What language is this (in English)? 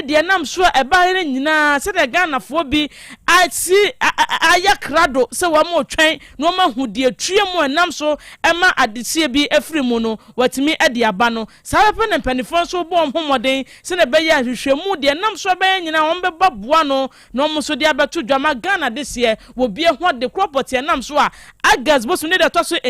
Akan